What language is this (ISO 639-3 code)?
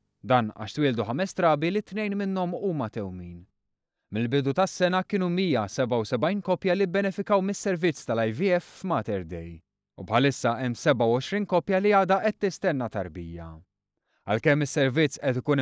mlt